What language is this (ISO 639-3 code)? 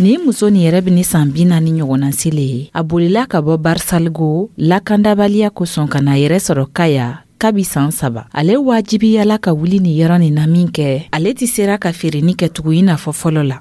dyu